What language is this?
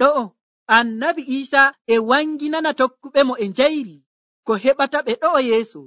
Nigerian Fulfulde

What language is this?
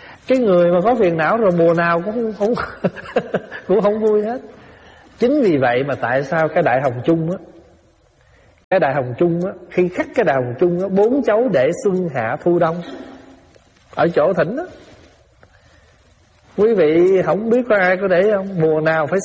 Vietnamese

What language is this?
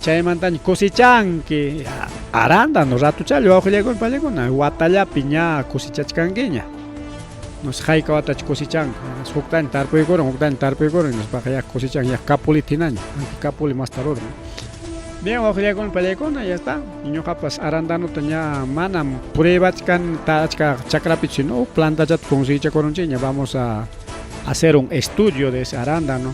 Ayacucho Quechua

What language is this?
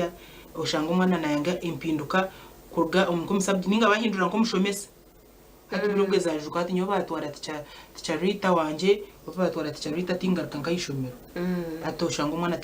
Nyankole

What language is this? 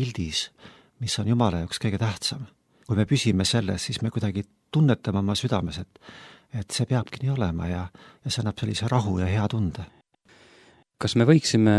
Estonian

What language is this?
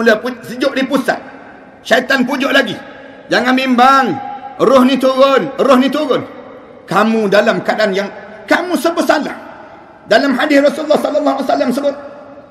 Malay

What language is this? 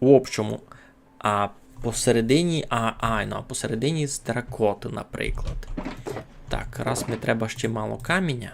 Rusyn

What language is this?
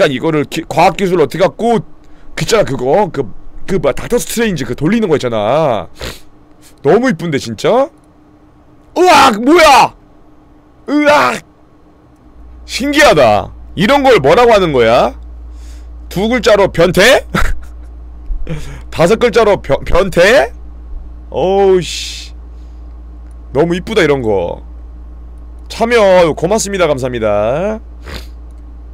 Korean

